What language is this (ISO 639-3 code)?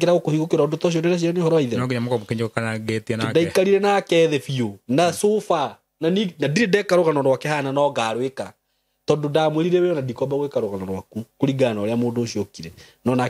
kik